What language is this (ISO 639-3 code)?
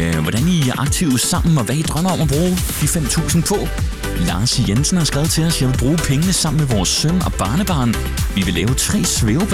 dan